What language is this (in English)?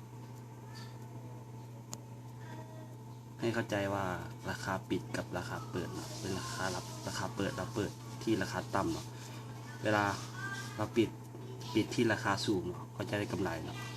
Lao